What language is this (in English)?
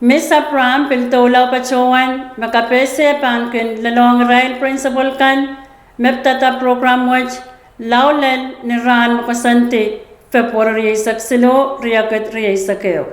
Pohnpeian